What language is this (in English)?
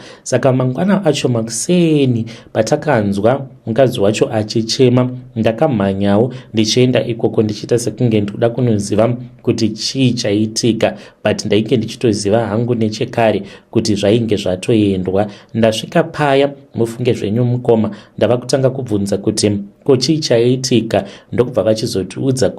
Shona